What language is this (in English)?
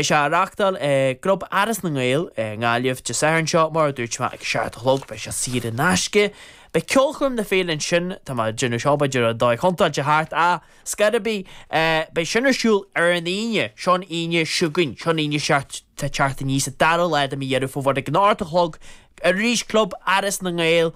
Irish